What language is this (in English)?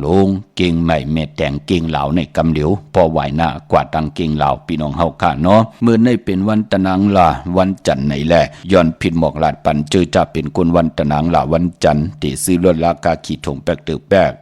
Shan